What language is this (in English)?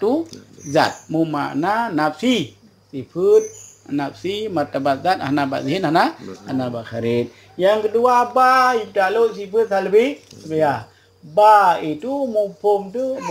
Achinese